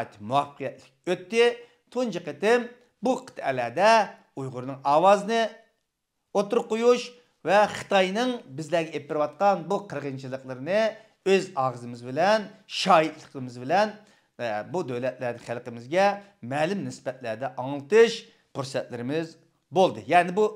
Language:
Uyghur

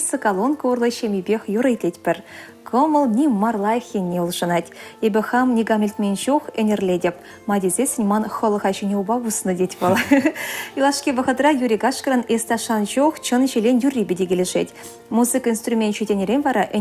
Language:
Chuvash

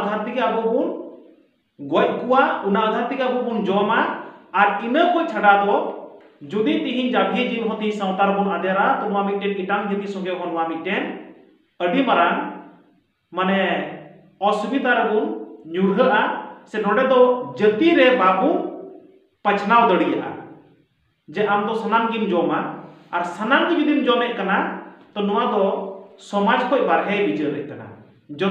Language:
Santali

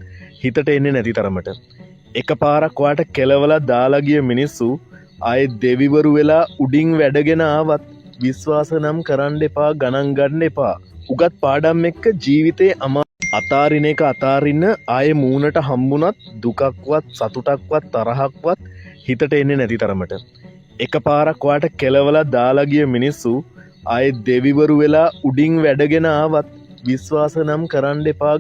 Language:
Sinhala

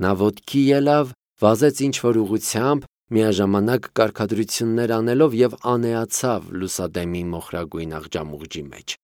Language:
Armenian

